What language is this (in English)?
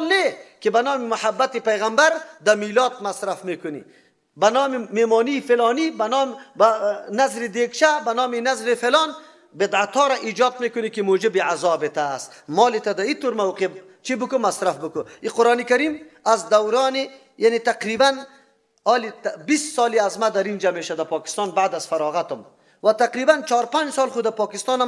Persian